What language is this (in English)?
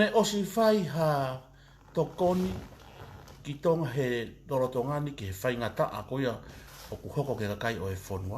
Tongan